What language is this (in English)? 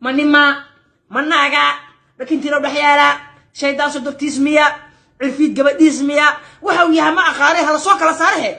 Somali